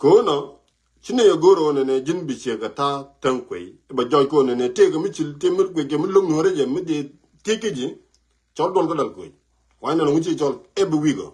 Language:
Nuer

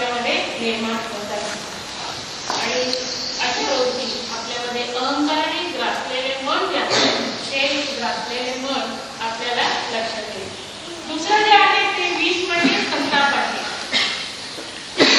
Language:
Marathi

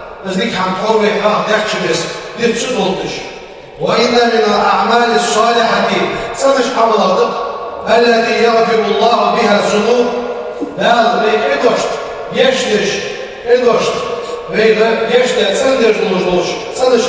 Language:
Ingush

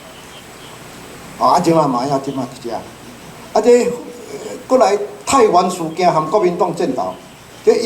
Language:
Min Nan Chinese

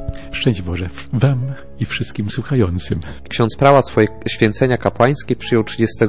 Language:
Polish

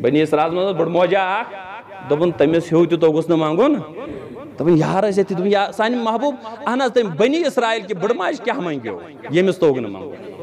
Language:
Kashmiri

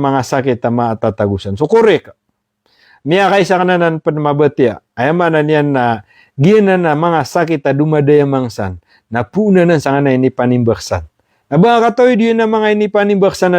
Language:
Maranao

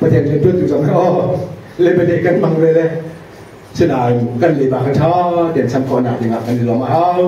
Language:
Hakha Chin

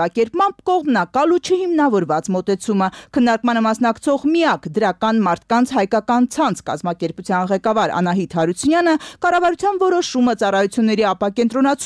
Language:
Armenian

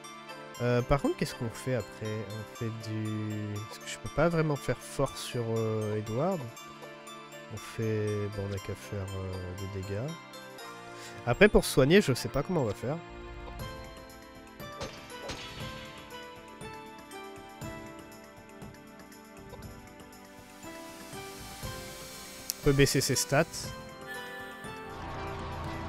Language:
French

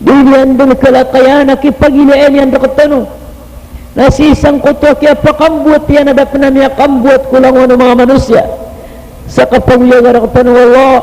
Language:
Maranao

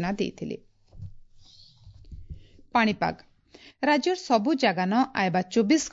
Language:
Odia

